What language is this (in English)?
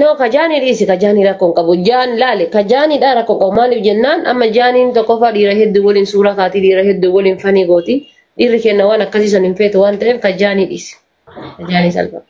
Oromo